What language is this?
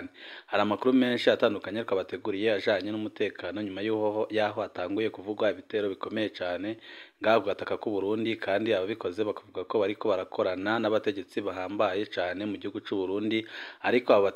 Rundi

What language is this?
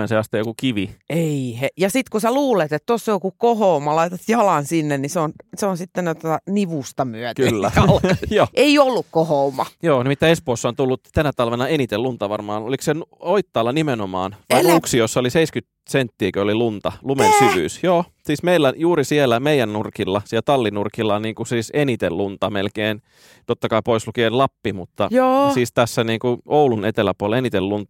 Finnish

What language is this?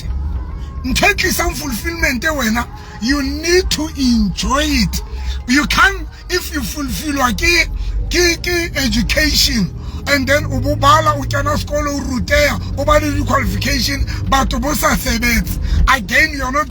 Southern Sotho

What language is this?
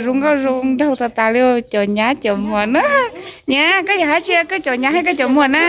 Hmong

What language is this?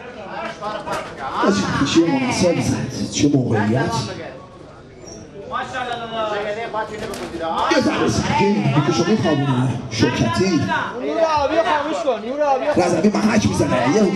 Persian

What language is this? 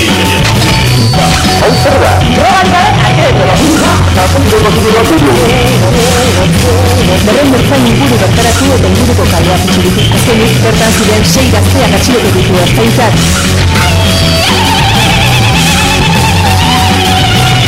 Basque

